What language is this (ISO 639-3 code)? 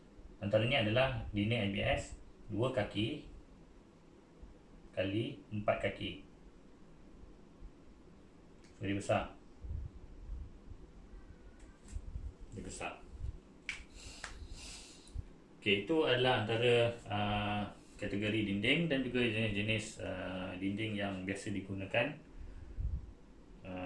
msa